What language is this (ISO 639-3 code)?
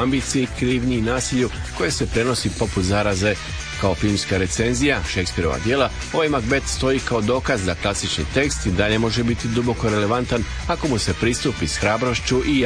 hrv